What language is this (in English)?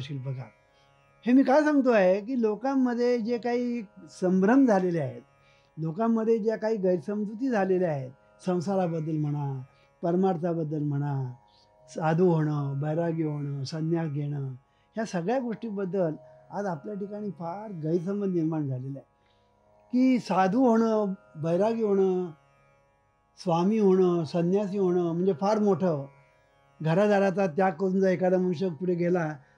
Marathi